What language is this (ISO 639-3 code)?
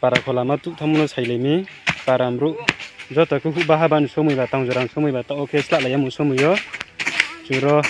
ria